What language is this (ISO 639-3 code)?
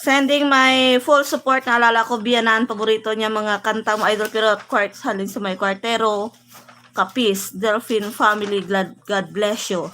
hil